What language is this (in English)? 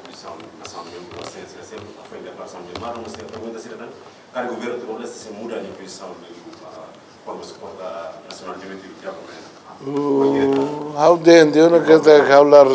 Tetum